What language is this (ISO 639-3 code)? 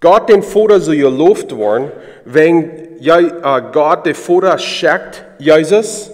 pdt